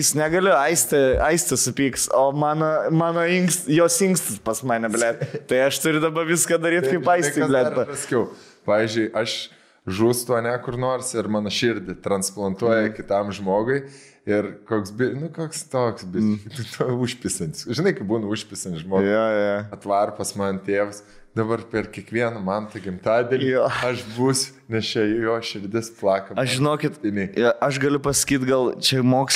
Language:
Lithuanian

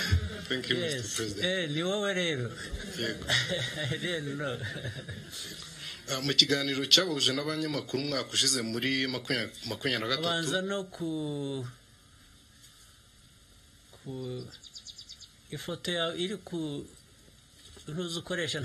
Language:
Kinyarwanda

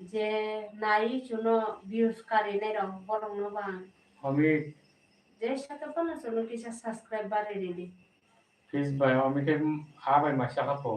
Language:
Kok Borok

